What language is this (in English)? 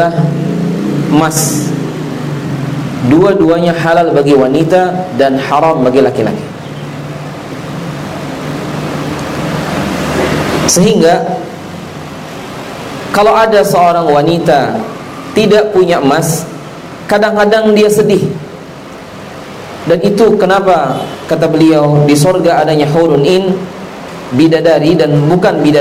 Indonesian